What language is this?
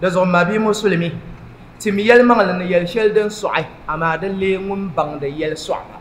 Dagbani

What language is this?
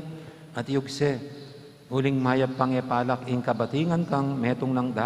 Pampanga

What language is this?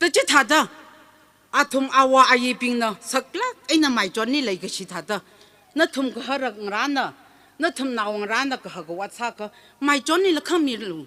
Tangkhul Naga (India)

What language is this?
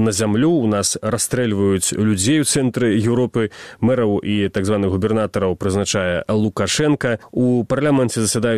Belarusian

